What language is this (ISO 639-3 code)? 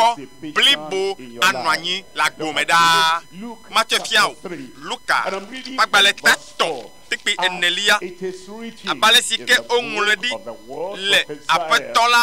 ewe